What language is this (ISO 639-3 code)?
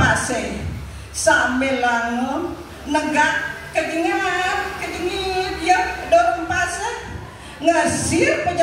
ban